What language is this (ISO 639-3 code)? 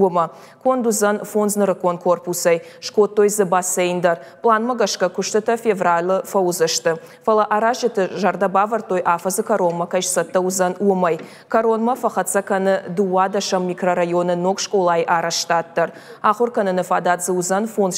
oss